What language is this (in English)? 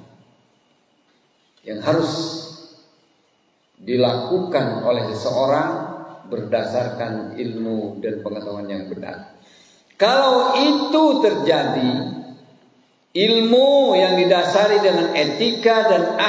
Indonesian